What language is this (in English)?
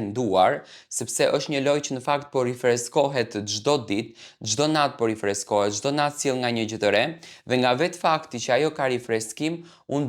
Albanian